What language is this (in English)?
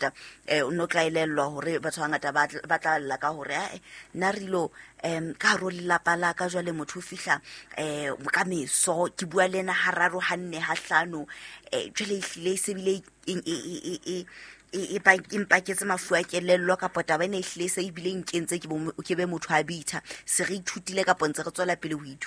Southern Sotho